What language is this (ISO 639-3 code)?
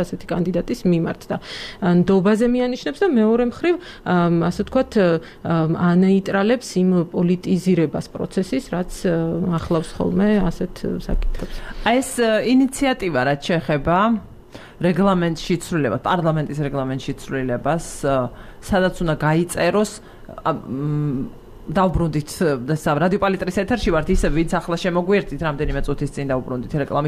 kat